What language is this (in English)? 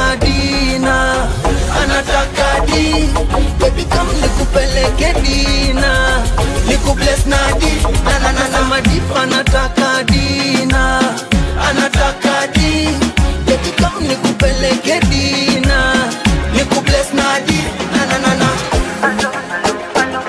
Swahili